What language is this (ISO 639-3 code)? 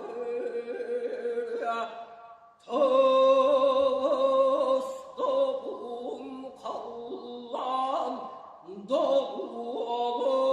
sah